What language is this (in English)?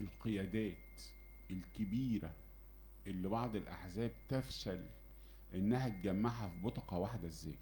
Egyptian Arabic